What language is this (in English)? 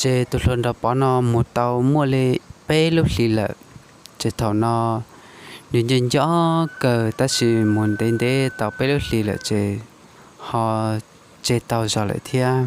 Hmong